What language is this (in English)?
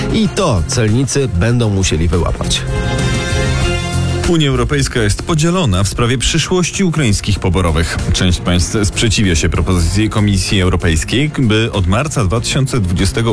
Polish